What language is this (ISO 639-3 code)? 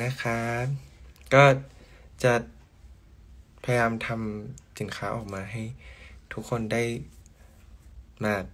tha